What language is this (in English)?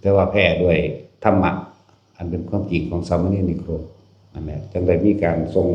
Northeastern Thai